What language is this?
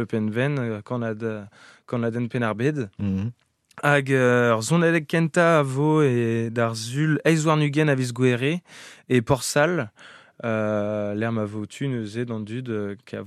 Breton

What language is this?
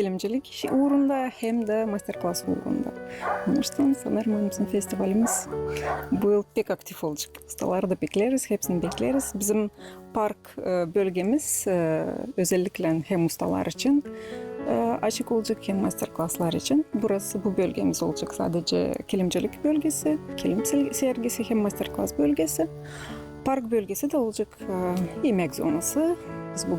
Gagauz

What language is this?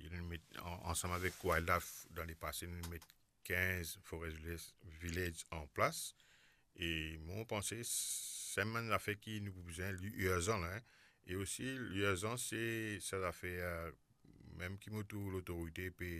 Morisyen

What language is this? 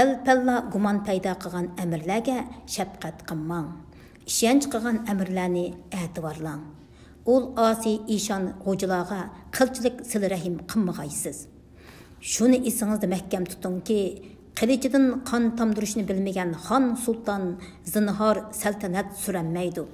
Uyghur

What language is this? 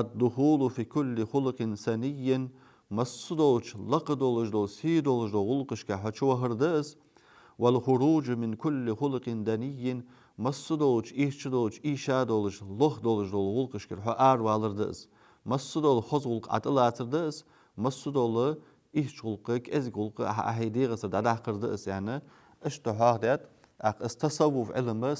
Ingush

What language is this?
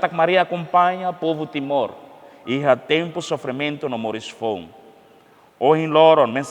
Tetum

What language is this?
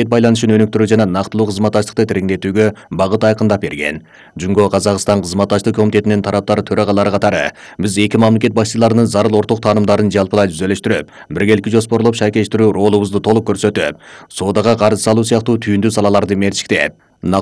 Kyrgyz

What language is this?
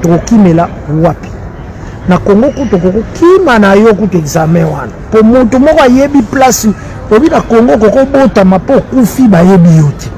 Lingala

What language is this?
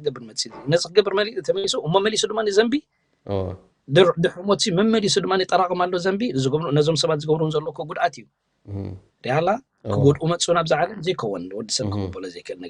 Tigrinya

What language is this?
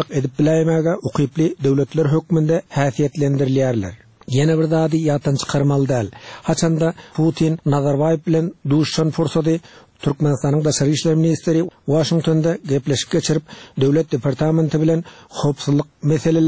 Turkmen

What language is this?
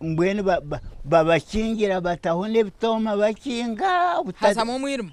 Nyankole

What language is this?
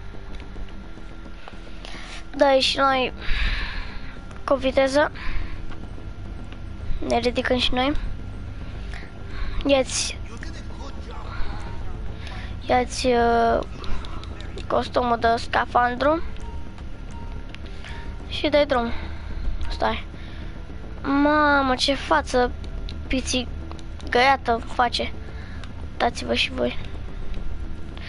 Romanian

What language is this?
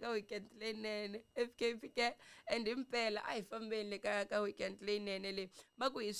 Tsonga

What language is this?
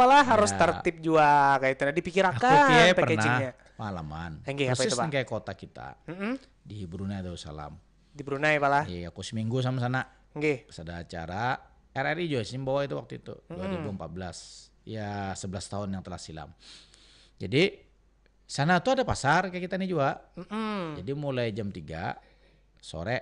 Banjar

